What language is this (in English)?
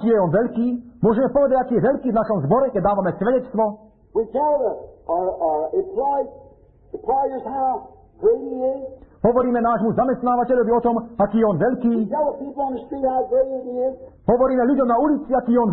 Slovak